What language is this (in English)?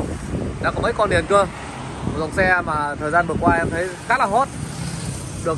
Vietnamese